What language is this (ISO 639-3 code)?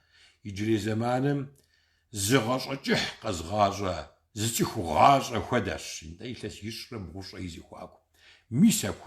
kbd